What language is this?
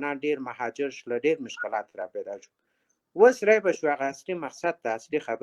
Pashto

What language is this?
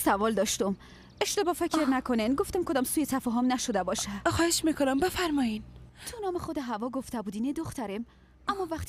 Persian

